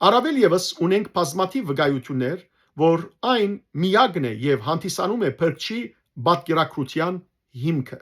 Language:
Western Armenian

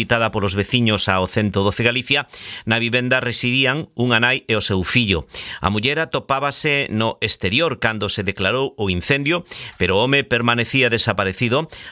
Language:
Galician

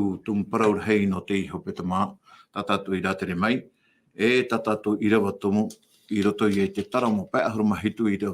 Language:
Tahitian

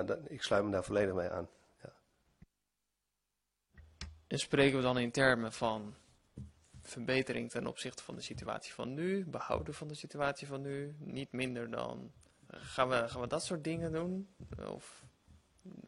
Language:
Dutch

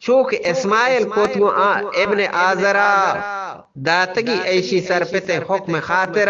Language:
Eastern Balochi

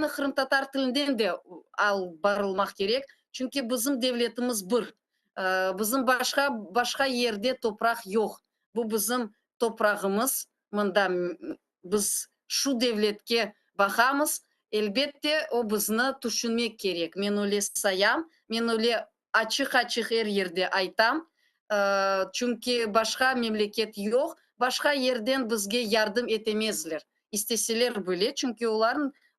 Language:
Crimean Tatar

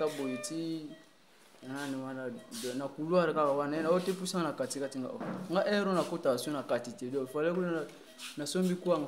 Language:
Lingala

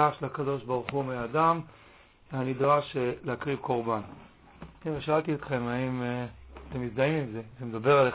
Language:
Hebrew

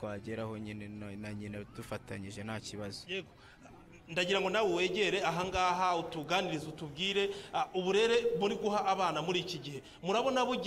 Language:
Kinyarwanda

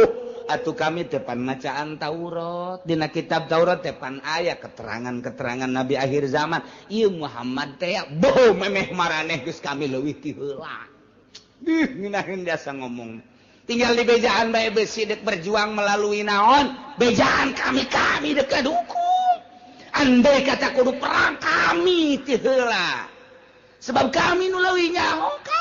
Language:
Sundanese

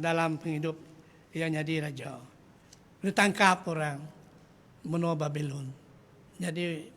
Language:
Iban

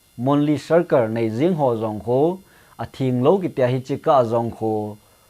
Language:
Thado Chin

